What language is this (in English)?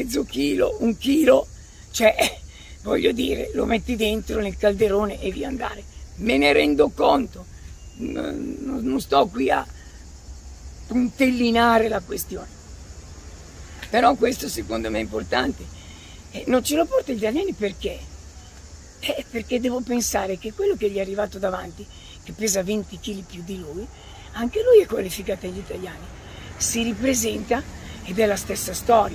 Italian